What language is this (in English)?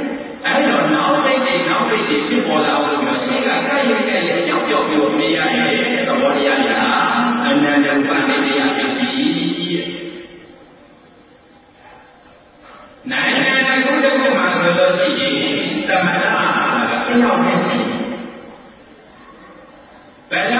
Burmese